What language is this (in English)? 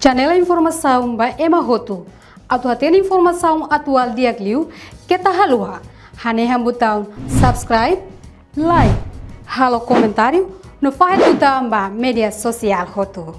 Tetum